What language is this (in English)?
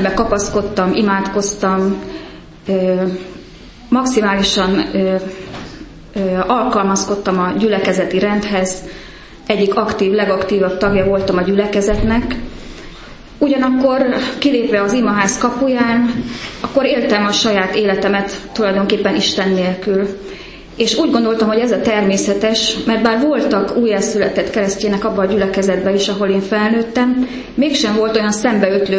Hungarian